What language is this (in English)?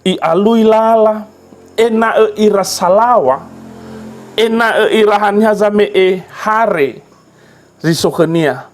Nias